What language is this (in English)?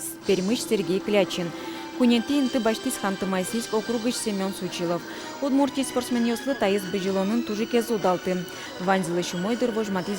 Udmurt